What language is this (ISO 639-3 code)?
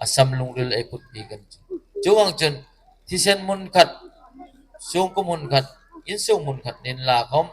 hmr